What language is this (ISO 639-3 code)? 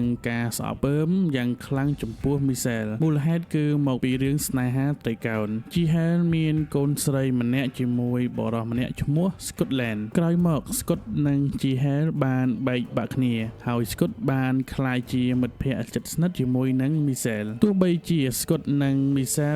khm